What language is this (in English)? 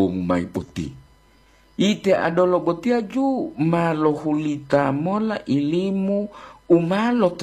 Gorontalo